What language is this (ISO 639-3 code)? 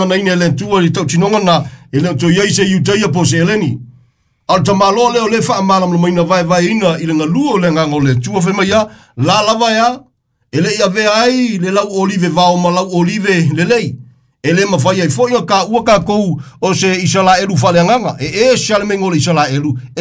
smo